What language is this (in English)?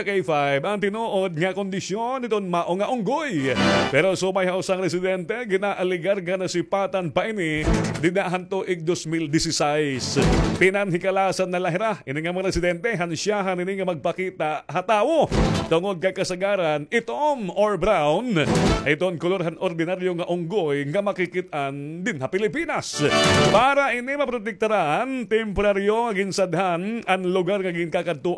Waray